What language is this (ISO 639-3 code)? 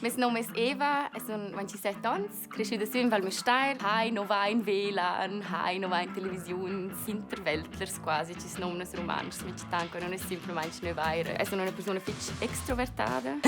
roh